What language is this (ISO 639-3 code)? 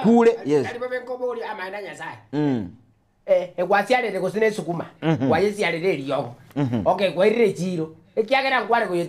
guz